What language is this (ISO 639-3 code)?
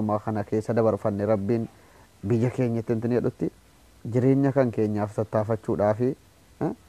orm